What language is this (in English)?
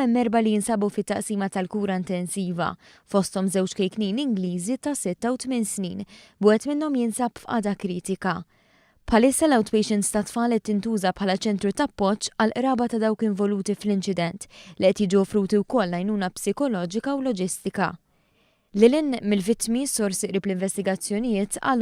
Maltese